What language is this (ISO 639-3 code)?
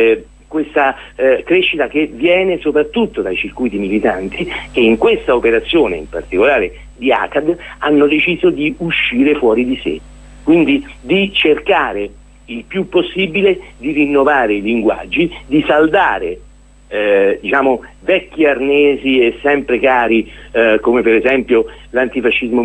ita